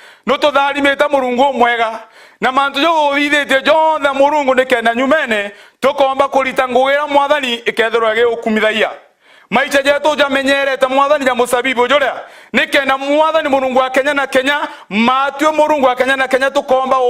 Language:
Meru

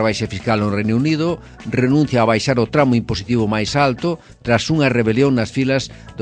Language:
Galician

